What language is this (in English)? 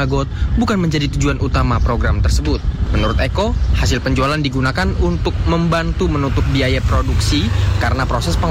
Indonesian